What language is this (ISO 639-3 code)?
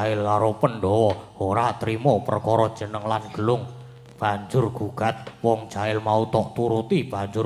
jav